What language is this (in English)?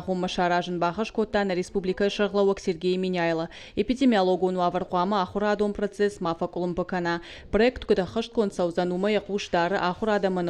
Ossetic